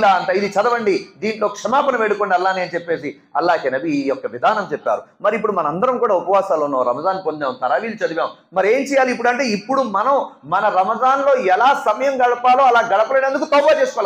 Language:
Telugu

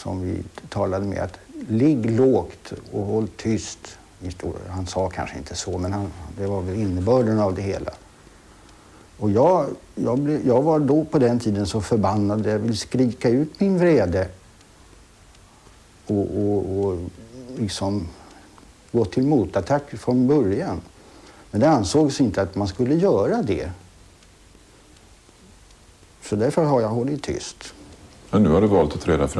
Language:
Swedish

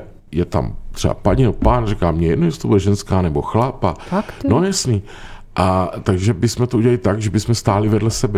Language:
Czech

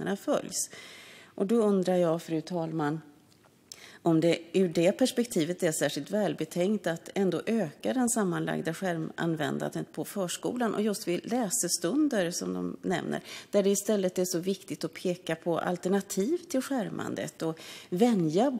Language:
Swedish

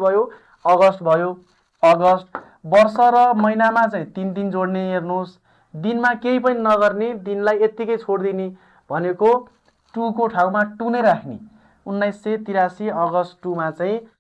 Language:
Nepali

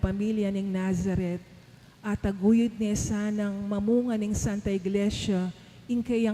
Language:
Pampanga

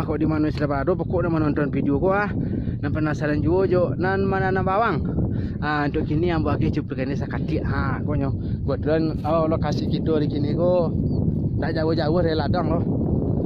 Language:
Minangkabau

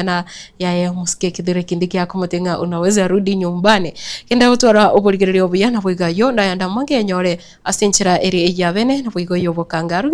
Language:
Gusii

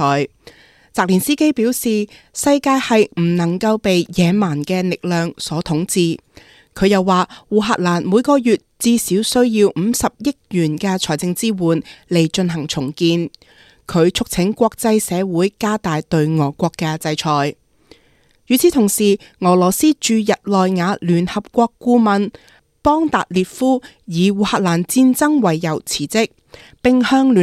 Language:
Cantonese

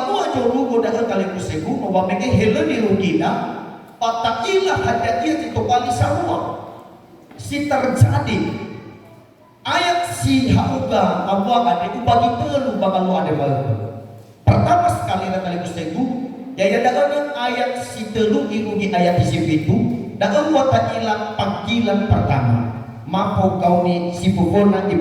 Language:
Nias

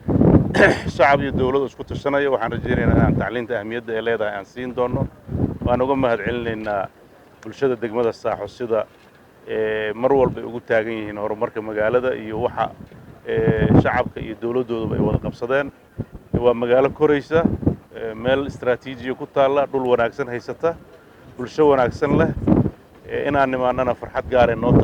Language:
Somali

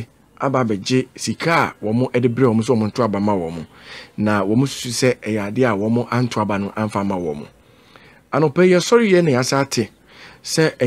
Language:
Akan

